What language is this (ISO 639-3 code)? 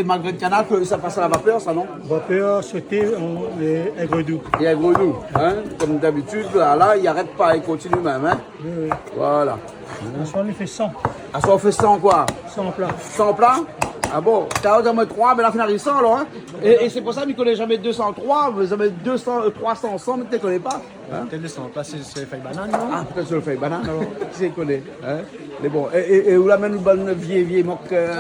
rcf